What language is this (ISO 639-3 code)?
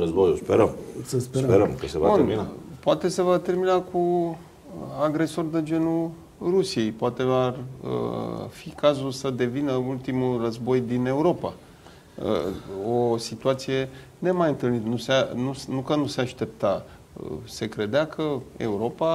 ron